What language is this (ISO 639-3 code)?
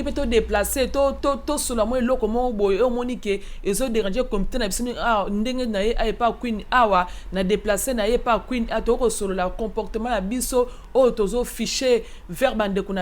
lin